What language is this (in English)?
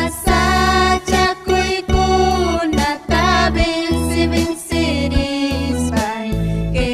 Ayacucho Quechua